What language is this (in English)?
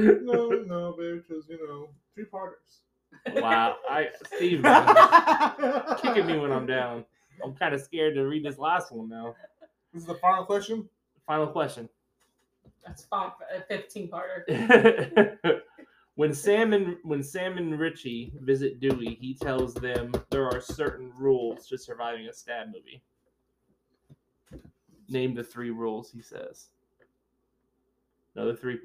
English